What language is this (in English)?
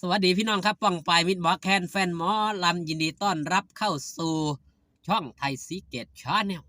Northeastern Thai